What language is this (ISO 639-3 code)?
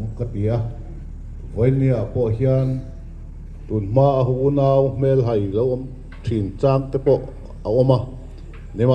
lus